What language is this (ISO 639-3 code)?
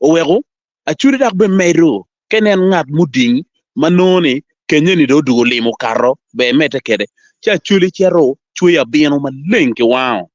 ach